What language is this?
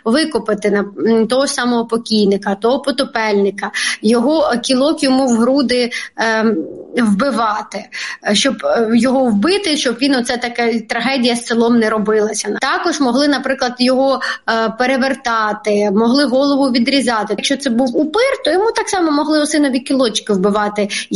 Ukrainian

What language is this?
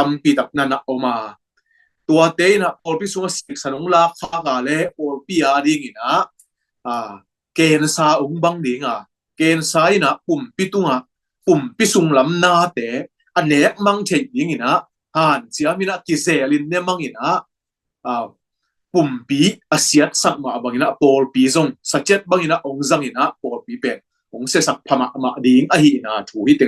Tedim Chin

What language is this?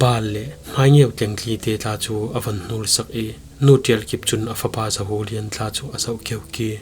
Falam Chin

